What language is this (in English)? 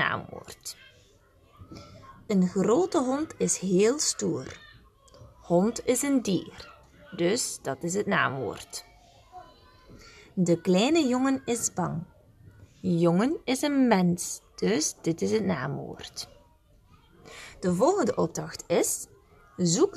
Dutch